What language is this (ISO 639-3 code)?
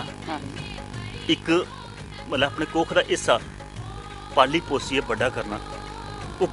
doi